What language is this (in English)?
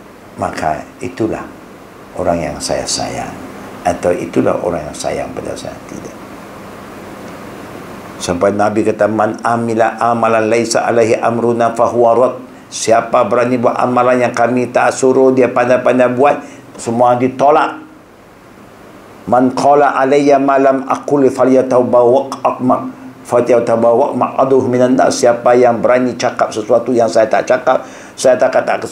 Malay